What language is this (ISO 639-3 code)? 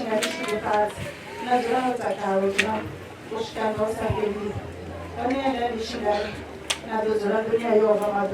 ven